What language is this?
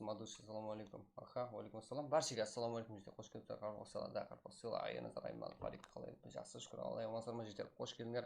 Kara-Kalpak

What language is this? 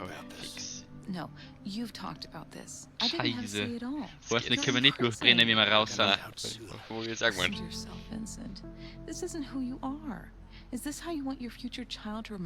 Bavarian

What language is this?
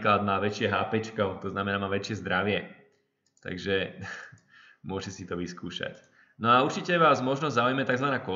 Slovak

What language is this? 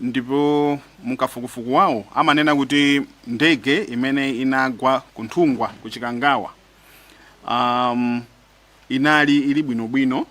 Nyanja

